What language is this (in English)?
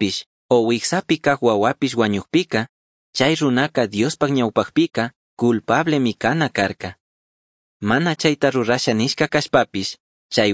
Chimborazo Highland Quichua